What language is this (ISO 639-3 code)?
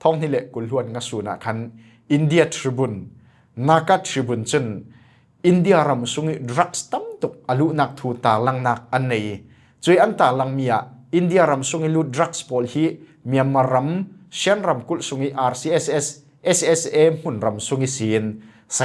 cfm